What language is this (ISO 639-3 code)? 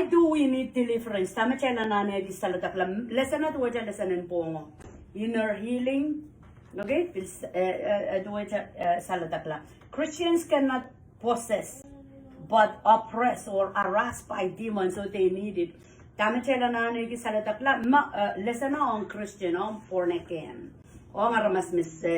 pon